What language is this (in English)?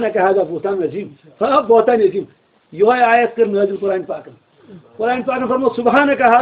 Kashmiri